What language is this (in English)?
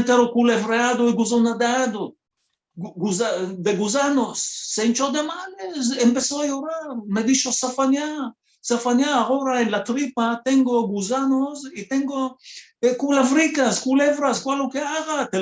Ladino